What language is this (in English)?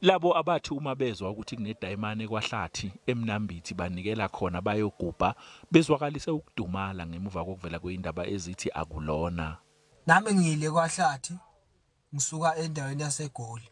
Zulu